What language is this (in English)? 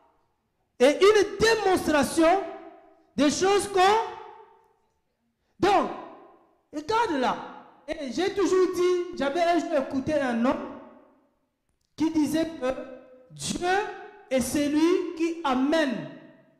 French